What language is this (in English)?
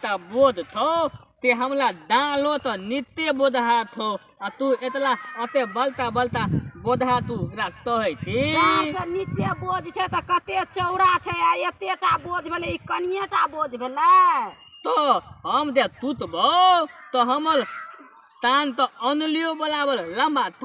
Maithili